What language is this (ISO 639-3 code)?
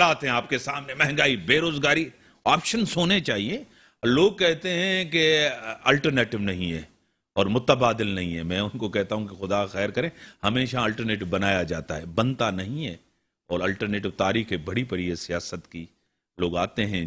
urd